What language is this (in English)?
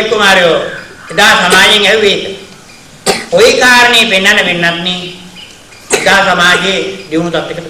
Sinhala